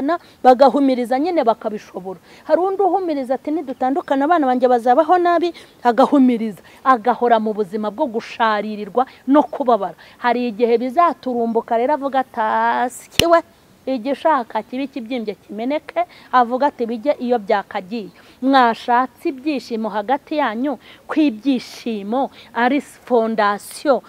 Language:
Kinyarwanda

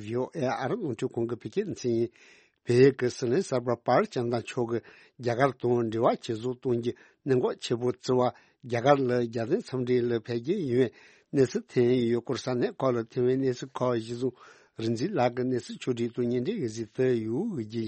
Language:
Tibetan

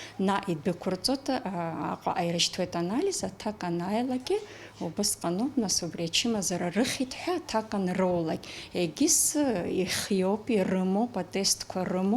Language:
Abkhazian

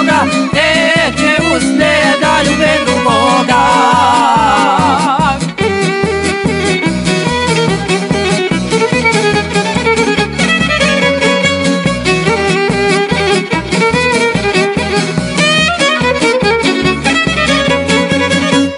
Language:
Croatian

